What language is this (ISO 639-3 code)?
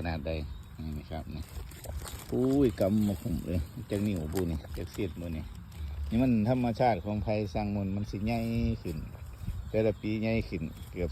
tts